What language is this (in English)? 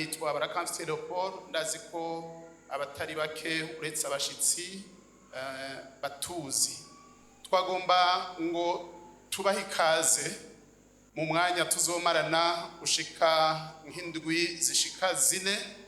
Rundi